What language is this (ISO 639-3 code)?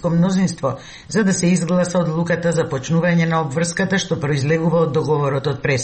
mkd